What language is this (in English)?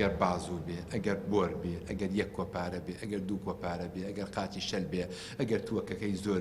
Central Kurdish